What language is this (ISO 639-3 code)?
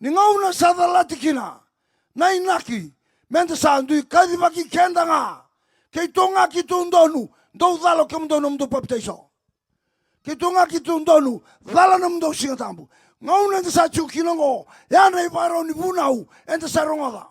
fij